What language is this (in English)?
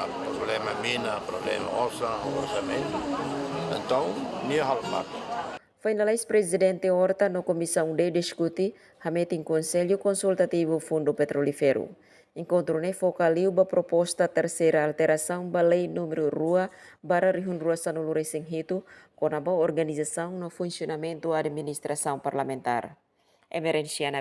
Tetum